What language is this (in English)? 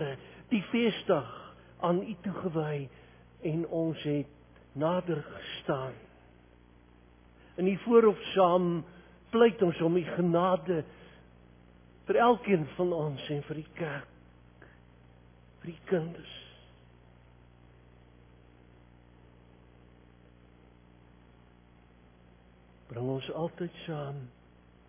Afrikaans